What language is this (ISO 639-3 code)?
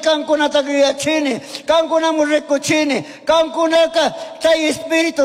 qug